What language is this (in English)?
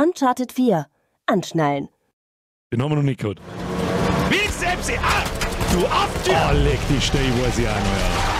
Bavarian